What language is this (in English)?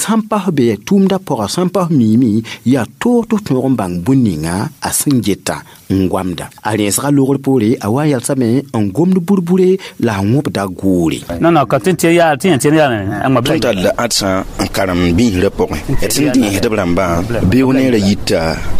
Mossi